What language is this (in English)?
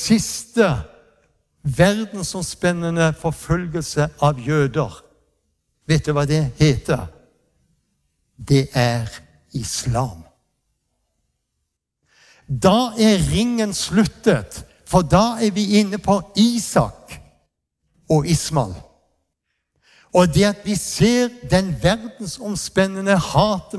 Norwegian